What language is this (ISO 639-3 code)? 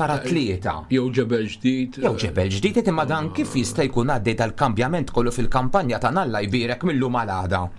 mlt